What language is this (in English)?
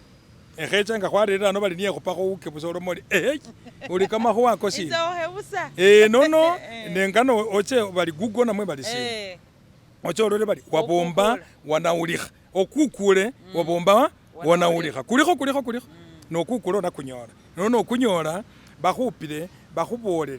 Masaaba